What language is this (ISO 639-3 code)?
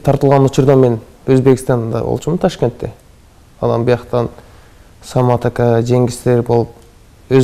kir